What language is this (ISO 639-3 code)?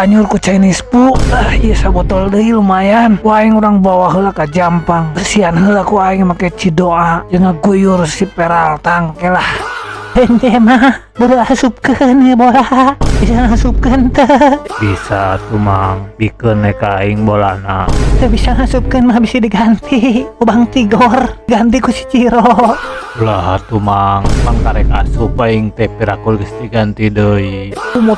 sun